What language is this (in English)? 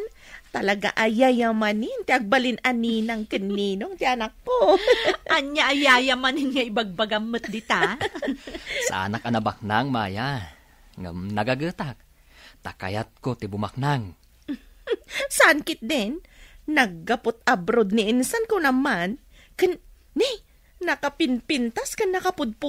Iloko